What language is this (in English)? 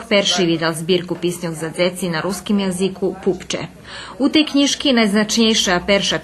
Rusyn